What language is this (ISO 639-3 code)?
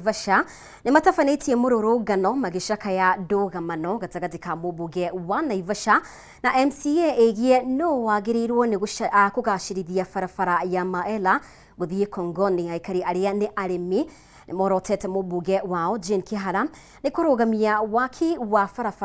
kik